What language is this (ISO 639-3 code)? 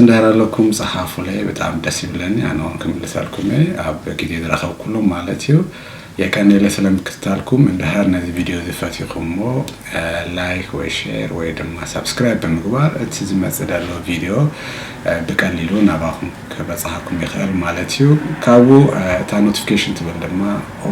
tir